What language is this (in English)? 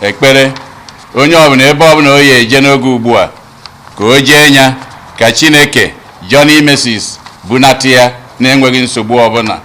Igbo